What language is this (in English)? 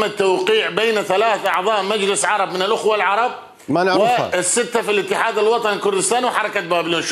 Mesopotamian Arabic